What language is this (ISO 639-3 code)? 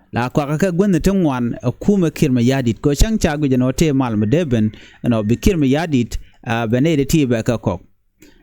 nus